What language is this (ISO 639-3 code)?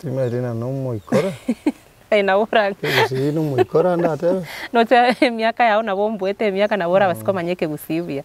guz